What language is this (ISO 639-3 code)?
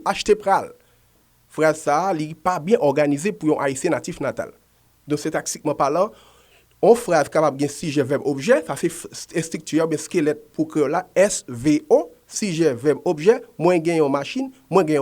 hat